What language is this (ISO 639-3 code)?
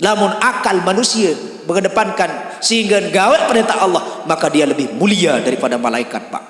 sas